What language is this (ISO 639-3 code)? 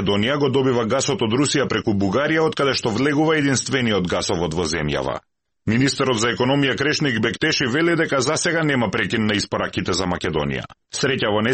mkd